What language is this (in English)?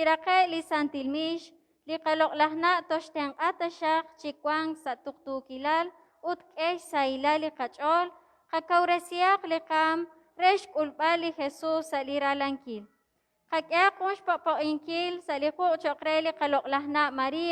Kekchí